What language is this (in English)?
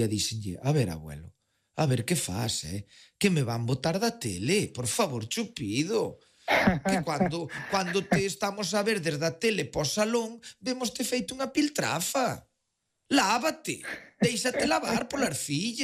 Galician